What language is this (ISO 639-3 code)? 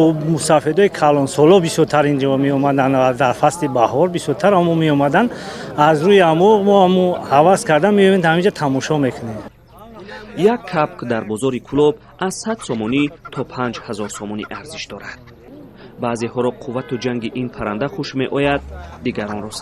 tgk